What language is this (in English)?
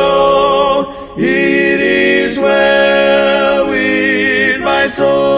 English